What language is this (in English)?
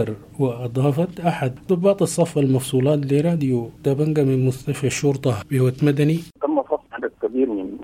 Sudanese Arabic